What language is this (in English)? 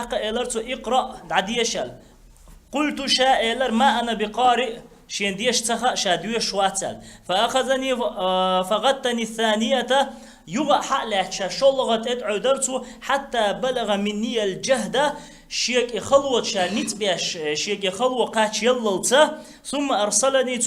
Chechen